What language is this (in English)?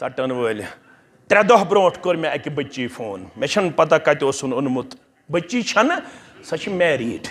Kashmiri